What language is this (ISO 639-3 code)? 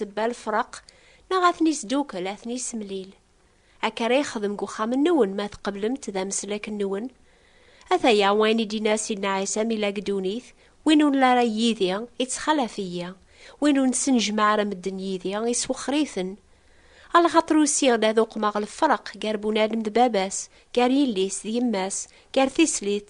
kab